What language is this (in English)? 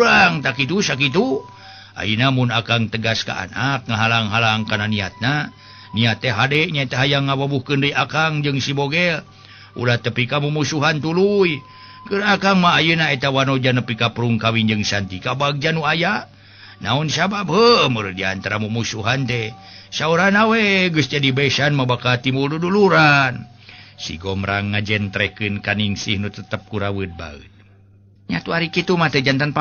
Sundanese